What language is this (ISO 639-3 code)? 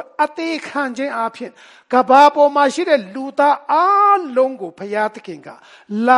mya